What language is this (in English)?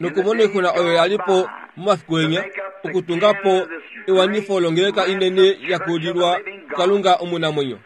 Kuanyama